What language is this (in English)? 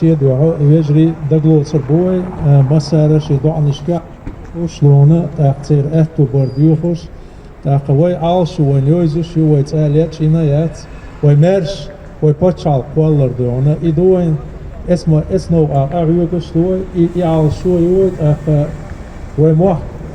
Chechen